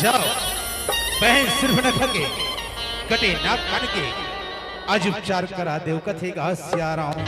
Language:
Chhattisgarhi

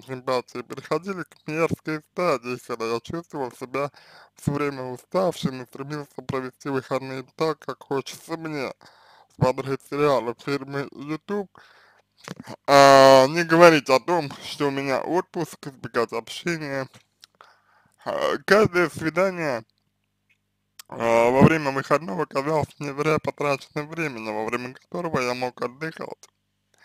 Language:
Russian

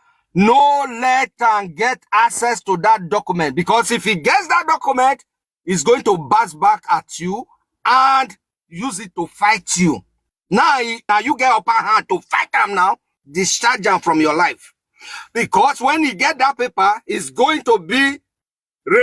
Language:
Nigerian Pidgin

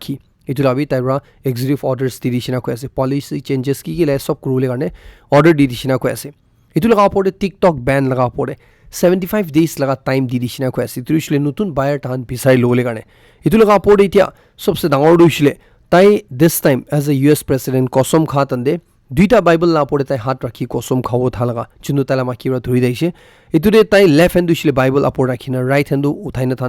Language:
Naga Pidgin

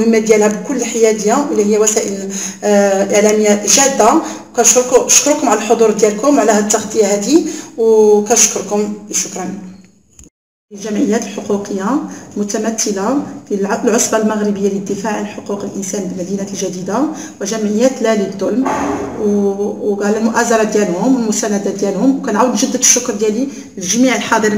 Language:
Moroccan Arabic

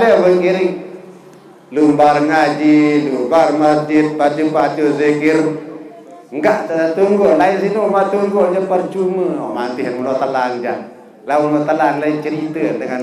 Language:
Sasak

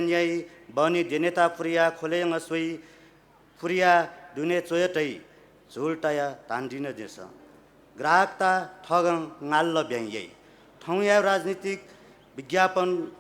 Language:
Newari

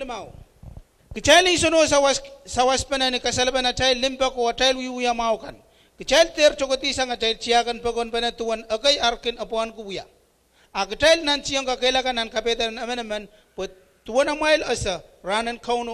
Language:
Pohnpeian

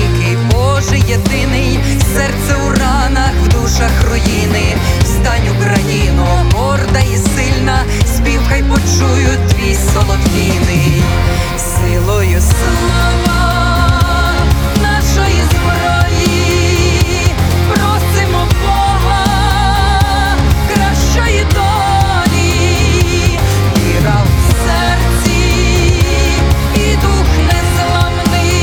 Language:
Ukrainian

